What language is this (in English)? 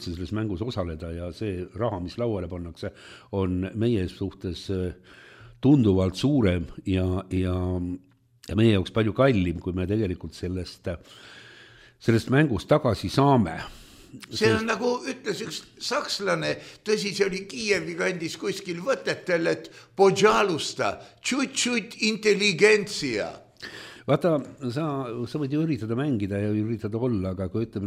Estonian